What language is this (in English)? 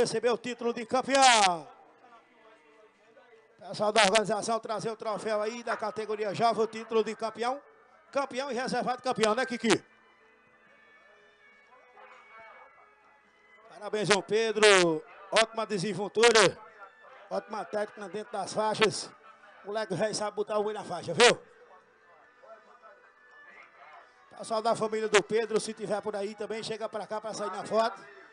Portuguese